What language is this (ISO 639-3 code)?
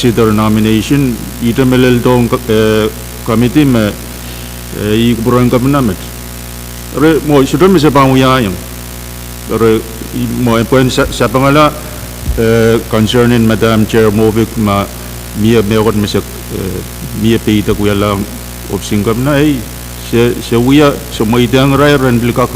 pon